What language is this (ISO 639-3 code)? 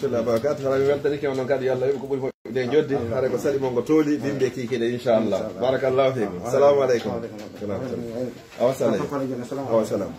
fuf